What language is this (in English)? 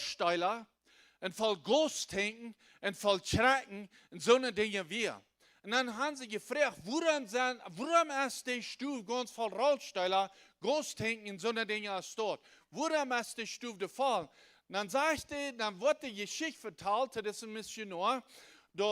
Plautdietsch